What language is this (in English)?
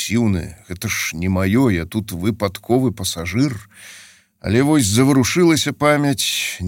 Belarusian